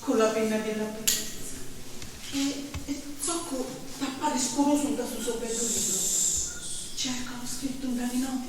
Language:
Sicilian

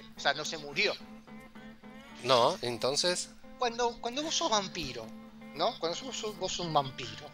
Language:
Spanish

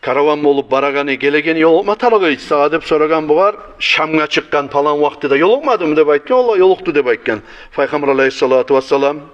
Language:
Kumyk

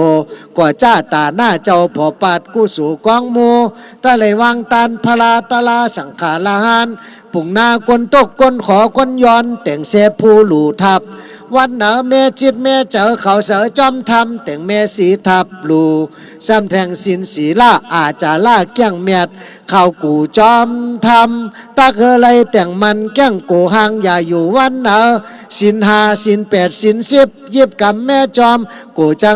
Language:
Shan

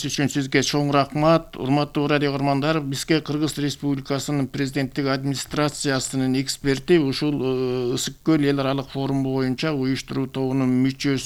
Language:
Kyrgyz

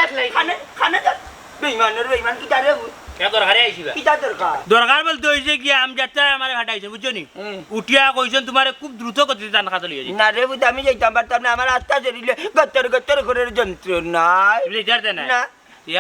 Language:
Sylheti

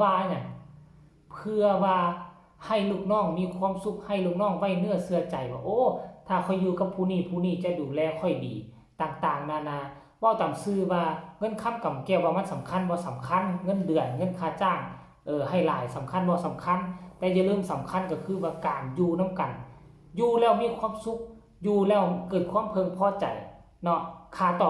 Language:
Lao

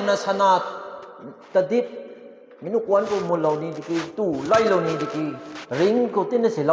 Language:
Rongmei Naga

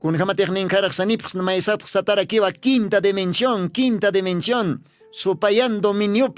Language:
Aymara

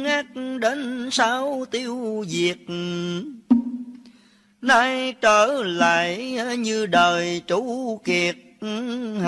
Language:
Vietnamese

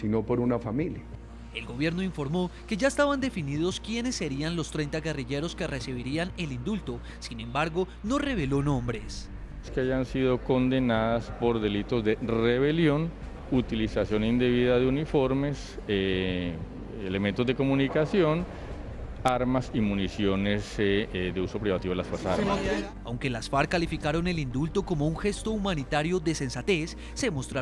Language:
Spanish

